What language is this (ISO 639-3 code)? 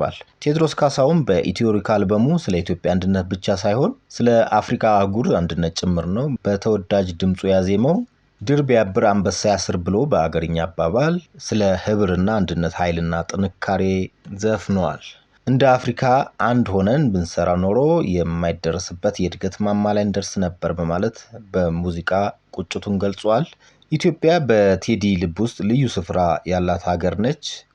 amh